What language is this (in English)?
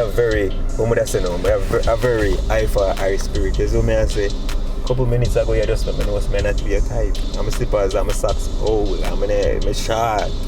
Jamaican Creole English